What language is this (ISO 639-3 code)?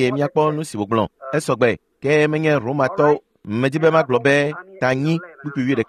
ewe